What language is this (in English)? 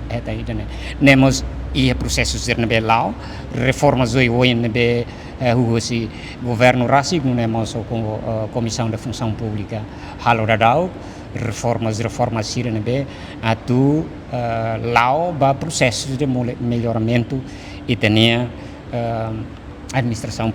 Tetum